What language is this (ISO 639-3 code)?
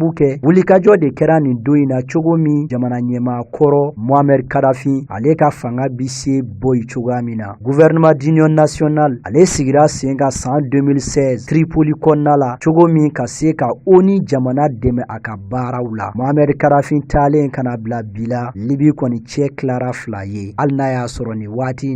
bam